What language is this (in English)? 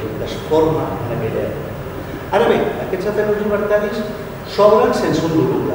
Catalan